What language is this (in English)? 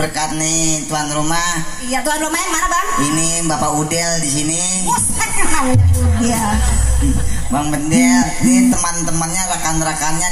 Betawi